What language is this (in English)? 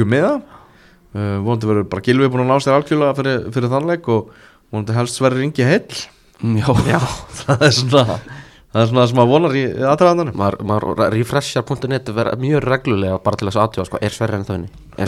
Icelandic